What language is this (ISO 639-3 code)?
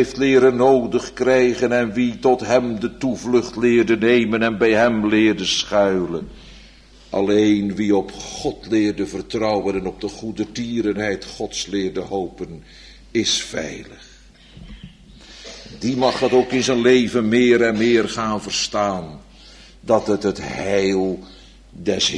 nld